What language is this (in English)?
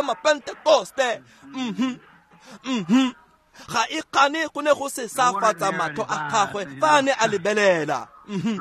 Tswana